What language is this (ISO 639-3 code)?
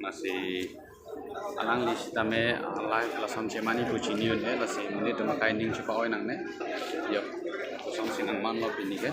mjw